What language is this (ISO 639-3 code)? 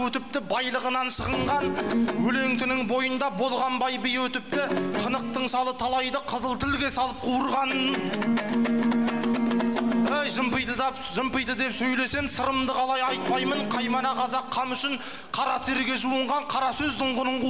kaz